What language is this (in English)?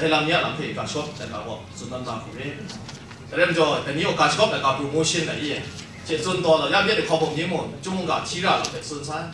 Kachin